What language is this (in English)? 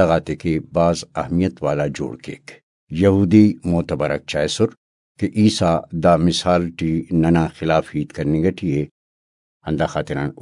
Brahui